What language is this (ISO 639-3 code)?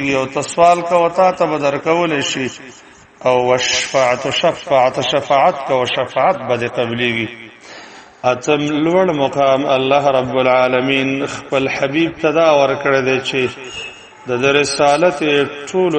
pus